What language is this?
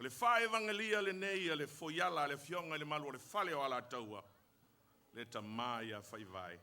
Samoan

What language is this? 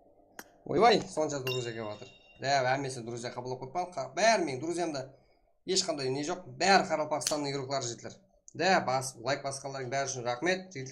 Kara-Kalpak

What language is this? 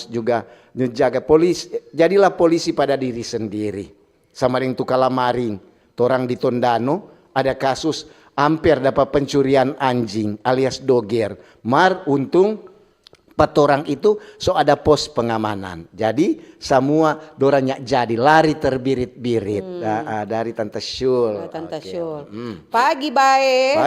Manado Malay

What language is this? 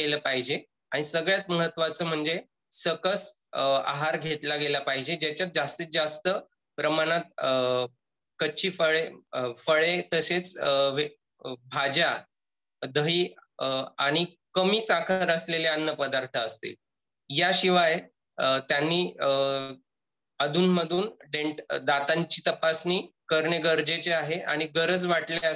Marathi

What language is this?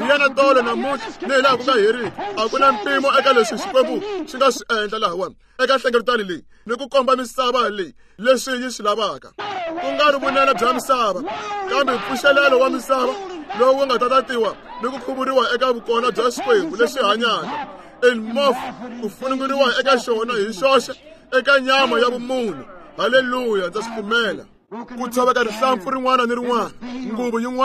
Tsonga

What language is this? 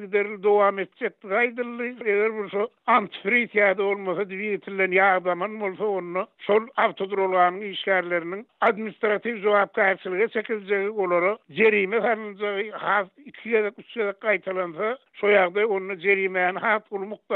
Turkmen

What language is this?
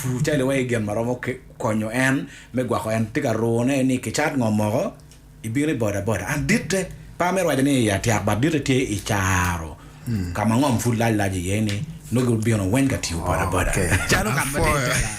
Acoli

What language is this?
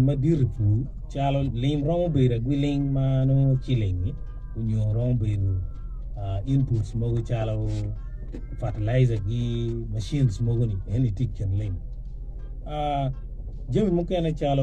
Acoli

